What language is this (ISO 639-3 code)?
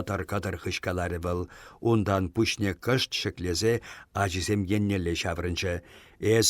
chv